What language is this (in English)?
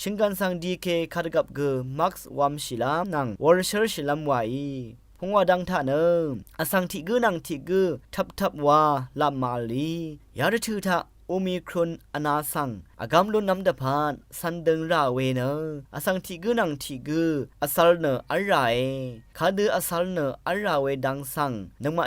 Rawang